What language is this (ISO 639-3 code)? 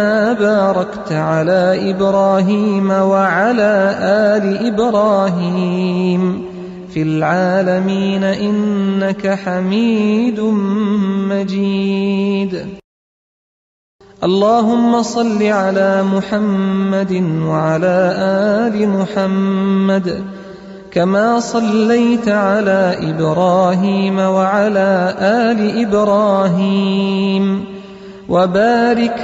ara